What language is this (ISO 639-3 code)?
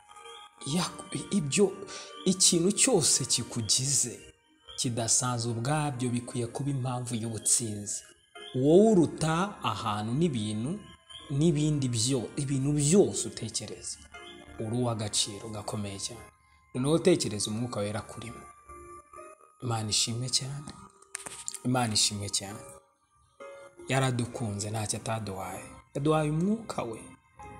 kin